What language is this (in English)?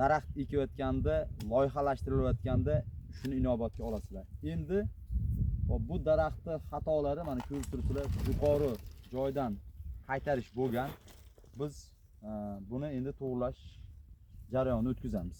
Uzbek